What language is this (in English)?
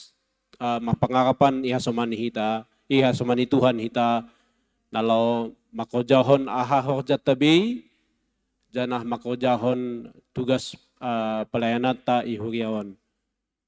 Batak Simalungun